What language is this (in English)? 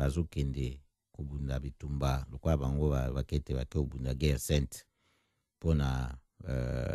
Lingala